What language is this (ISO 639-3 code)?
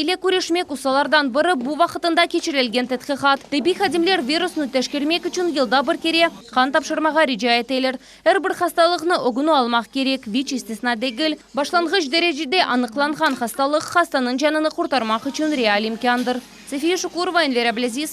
crh